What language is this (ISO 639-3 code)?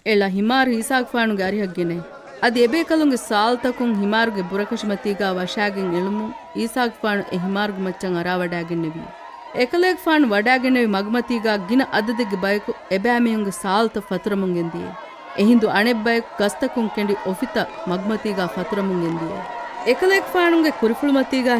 div